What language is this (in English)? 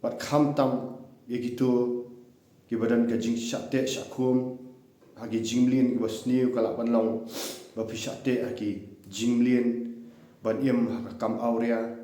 Khasi